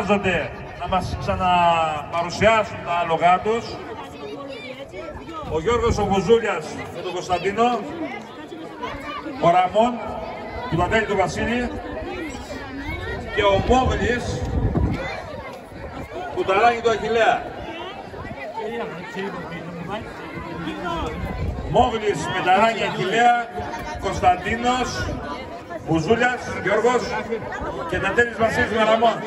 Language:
Greek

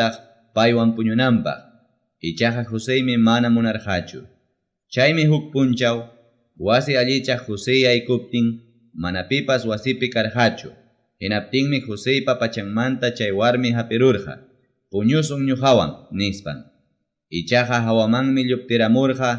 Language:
Ayacucho Quechua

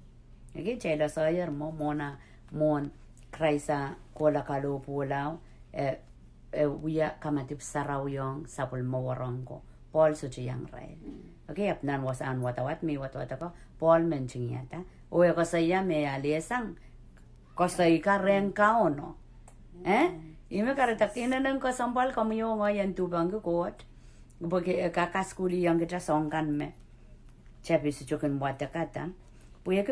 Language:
Pohnpeian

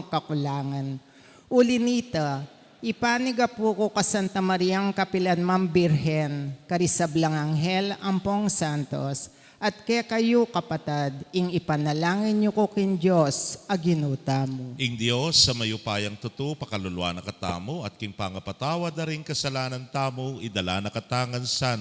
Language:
Pampanga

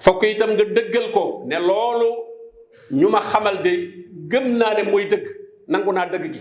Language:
Wolof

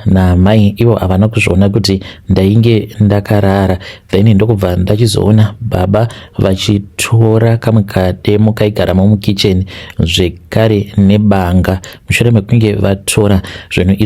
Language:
Shona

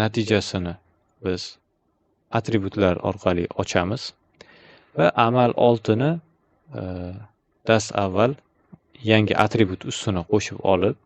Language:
Uzbek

